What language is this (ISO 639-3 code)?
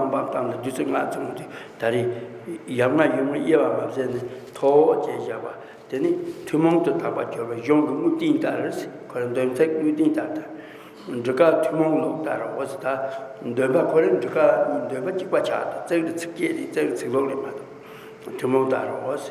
bod